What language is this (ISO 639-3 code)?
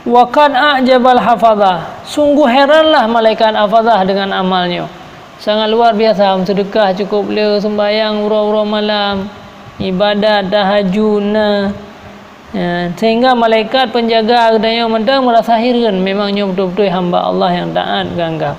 ace